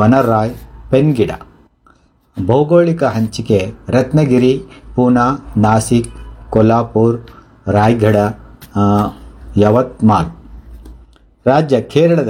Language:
Kannada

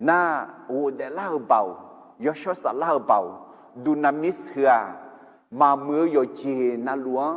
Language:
Akha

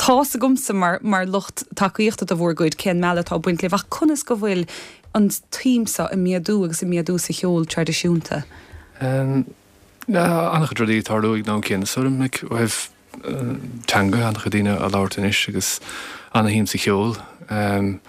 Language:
Irish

